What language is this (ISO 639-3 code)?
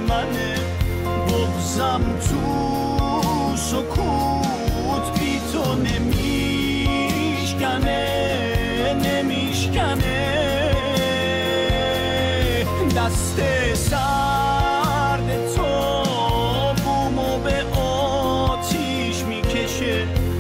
fas